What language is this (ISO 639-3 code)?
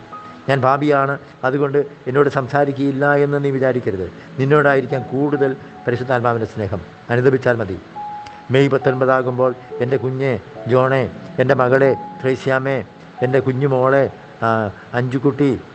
mal